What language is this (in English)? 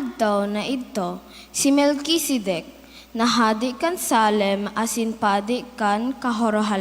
Bikol